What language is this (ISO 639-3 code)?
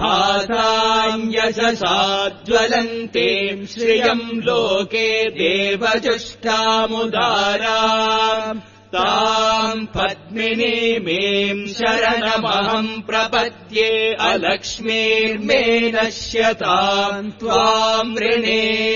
san